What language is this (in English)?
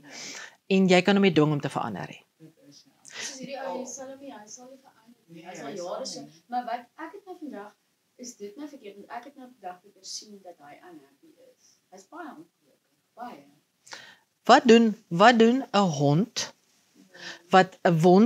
Afrikaans